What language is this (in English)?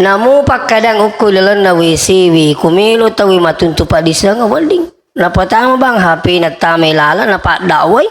Buginese